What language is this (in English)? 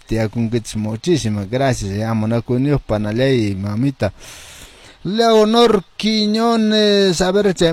Quechua